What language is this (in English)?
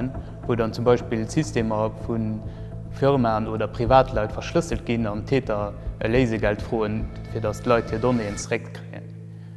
Luxembourgish